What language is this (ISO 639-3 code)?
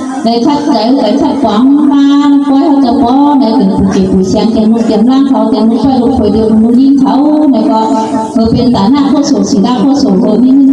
shn